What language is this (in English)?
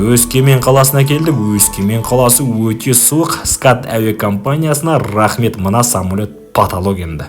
Kazakh